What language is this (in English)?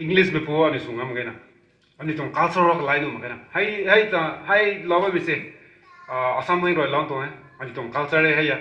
Rongmei Naga